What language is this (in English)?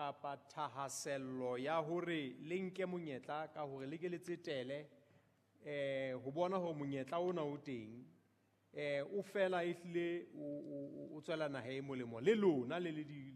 Southern Sotho